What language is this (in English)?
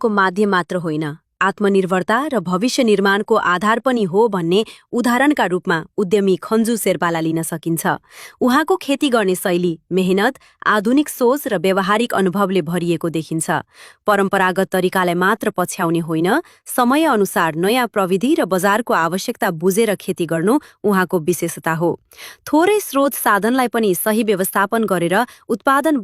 Nepali